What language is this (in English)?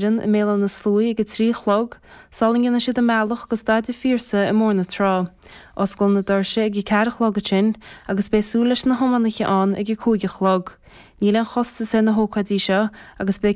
Irish